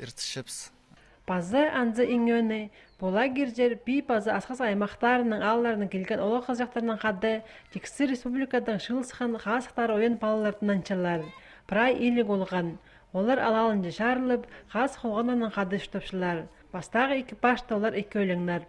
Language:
Khakas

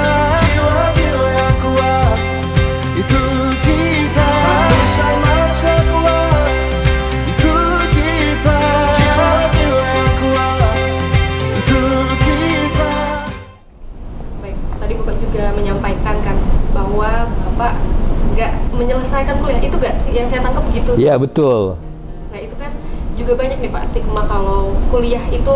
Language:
Indonesian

